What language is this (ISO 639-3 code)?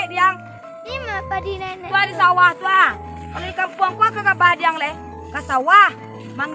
min